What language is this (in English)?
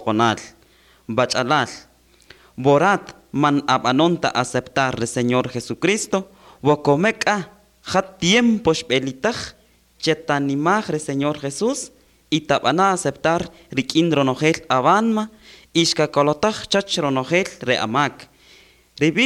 Kaqchikel